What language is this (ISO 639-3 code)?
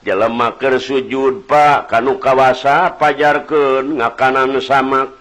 sun